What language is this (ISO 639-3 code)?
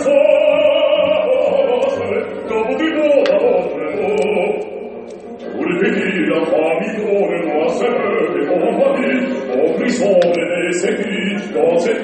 kor